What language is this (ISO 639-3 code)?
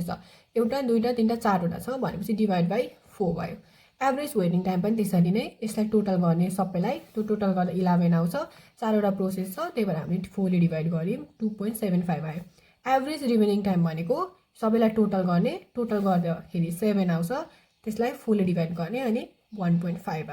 nep